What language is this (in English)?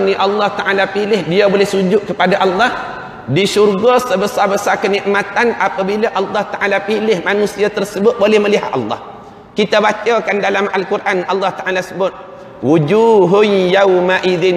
Malay